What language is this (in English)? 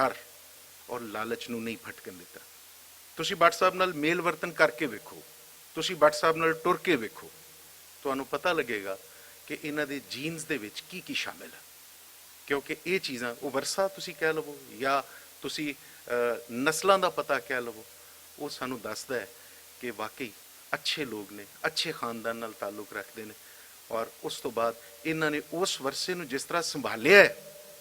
Western Panjabi